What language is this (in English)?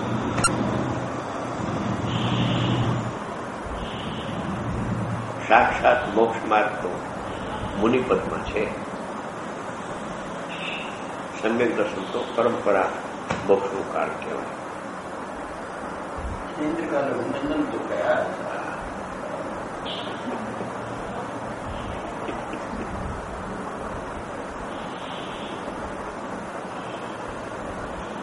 Gujarati